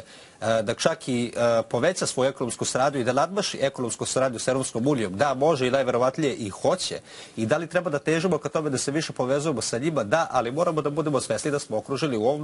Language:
Serbian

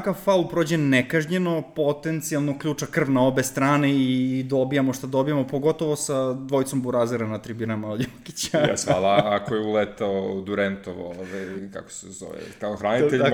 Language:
Serbian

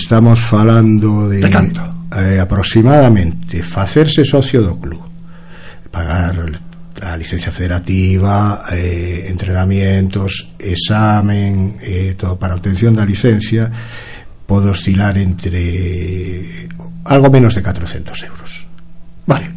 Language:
Galician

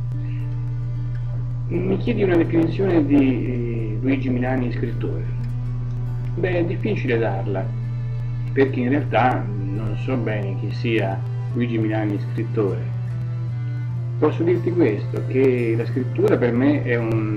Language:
Italian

